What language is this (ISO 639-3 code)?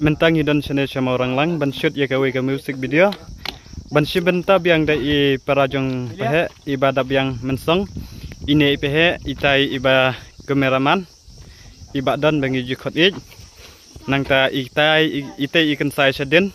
kha